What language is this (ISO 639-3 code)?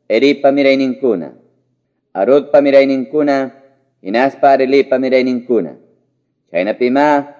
que